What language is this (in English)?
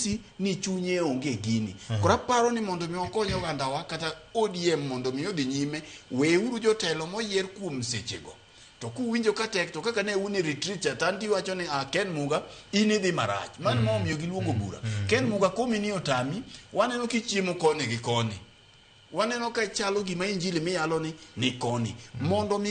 Luo (Kenya and Tanzania)